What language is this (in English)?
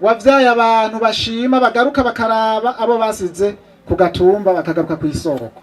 Rundi